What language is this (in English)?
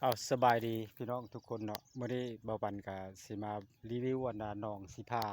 Lao